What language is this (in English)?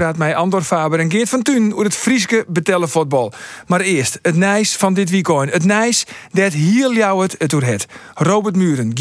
Western Frisian